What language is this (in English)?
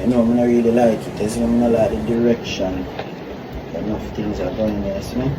Jamaican Creole English